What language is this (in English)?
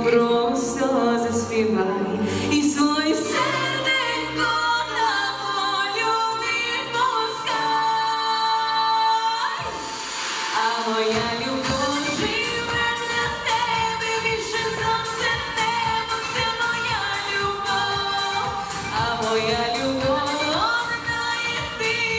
Ukrainian